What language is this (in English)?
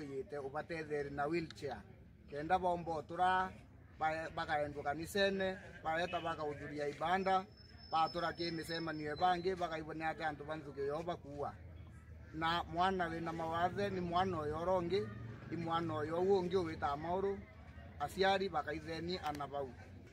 Meru